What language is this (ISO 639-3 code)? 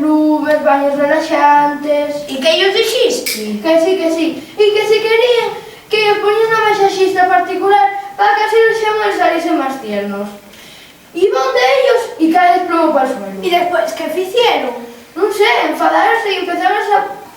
ast